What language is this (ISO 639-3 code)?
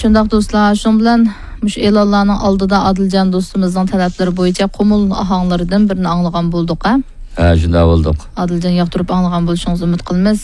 uig